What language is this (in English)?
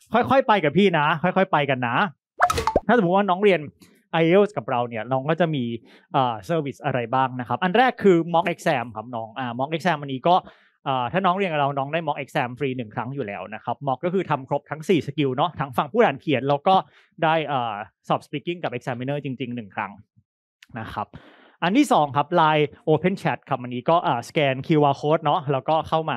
Thai